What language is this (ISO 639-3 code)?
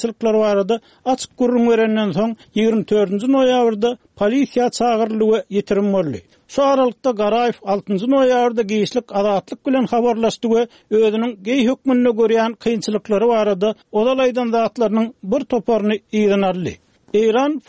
tuk